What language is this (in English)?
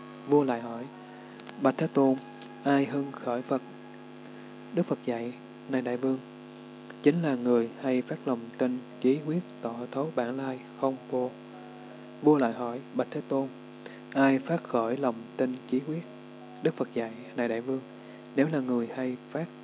Vietnamese